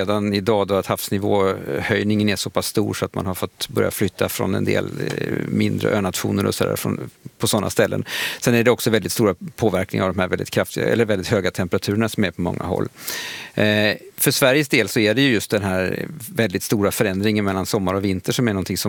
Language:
Swedish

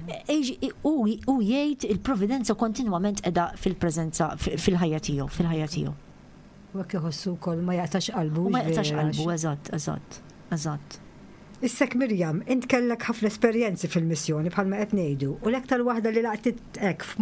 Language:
Maltese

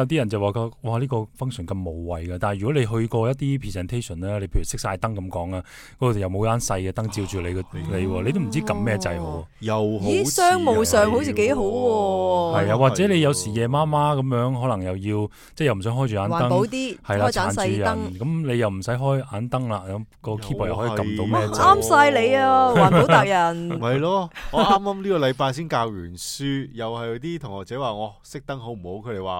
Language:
Cantonese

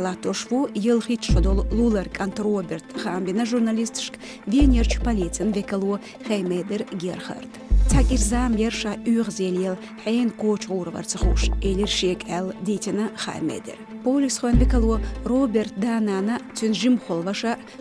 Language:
Chechen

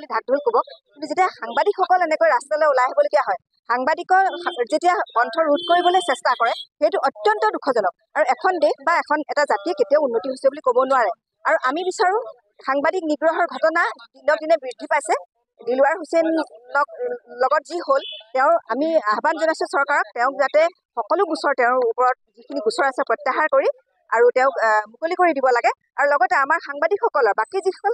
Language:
Assamese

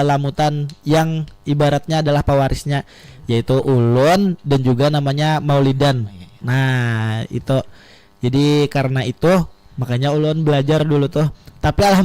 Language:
Banjar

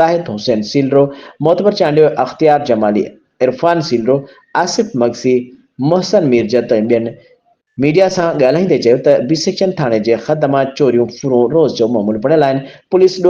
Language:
Sindhi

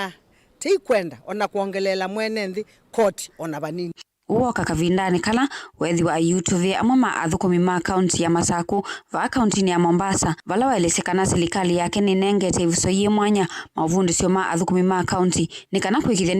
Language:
Kamba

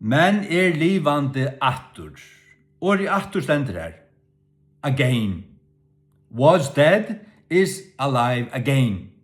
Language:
Faroese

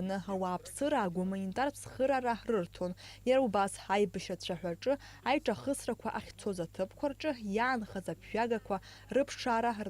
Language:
Abkhazian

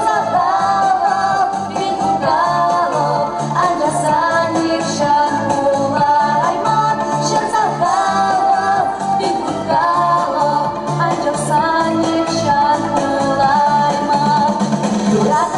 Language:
Chuvash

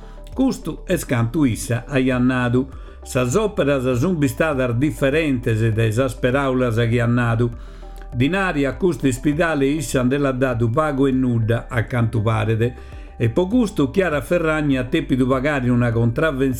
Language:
Sardinian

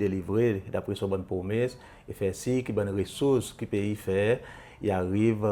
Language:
Seselwa Creole French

